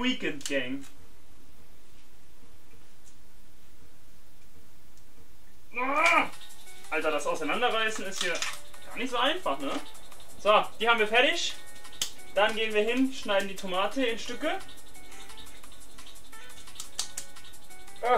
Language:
German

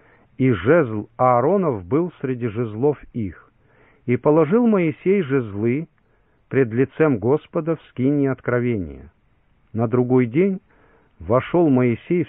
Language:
Russian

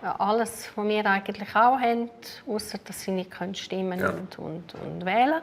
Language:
Romansh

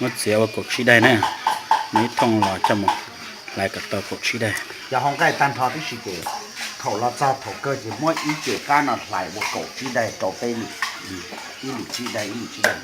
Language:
Hmong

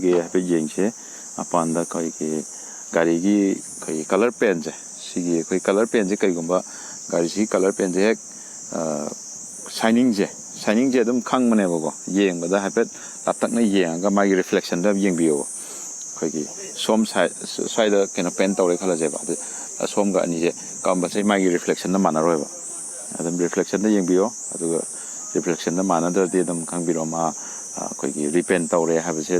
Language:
Manipuri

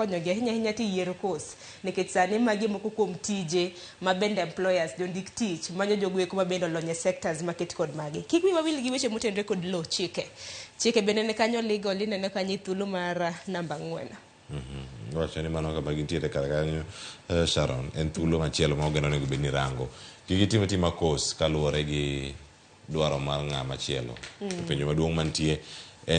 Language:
Luo (Kenya and Tanzania)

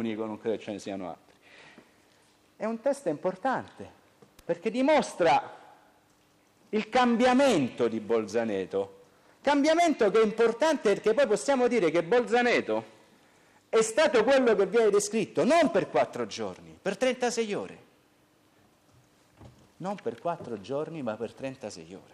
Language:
Italian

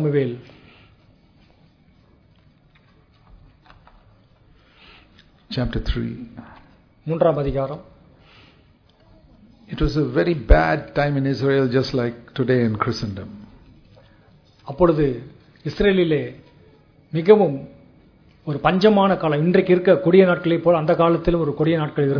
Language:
Tamil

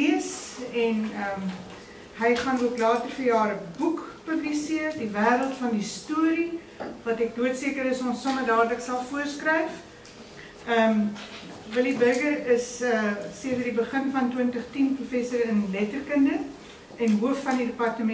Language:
Afrikaans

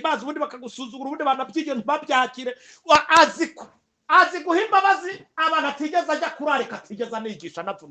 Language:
Kinyarwanda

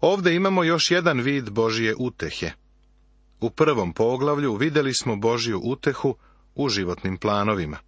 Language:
Serbian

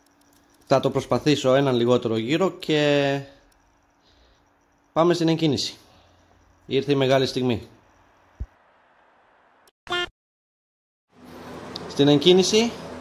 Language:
Greek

